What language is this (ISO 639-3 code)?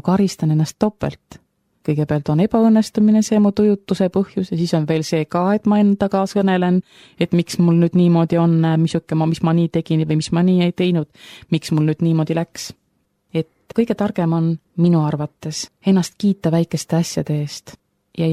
est